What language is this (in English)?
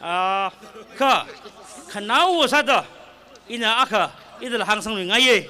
Tangkhul Naga (India)